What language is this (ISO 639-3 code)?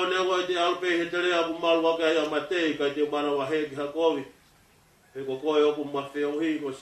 ton